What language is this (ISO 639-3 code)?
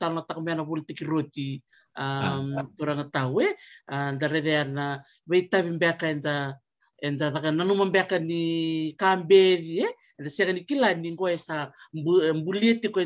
fij